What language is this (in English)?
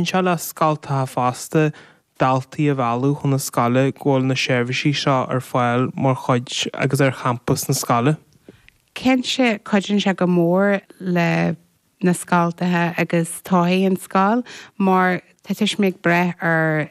Irish